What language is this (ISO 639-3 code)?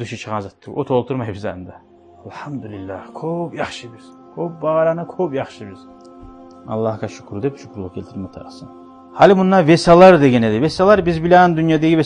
kum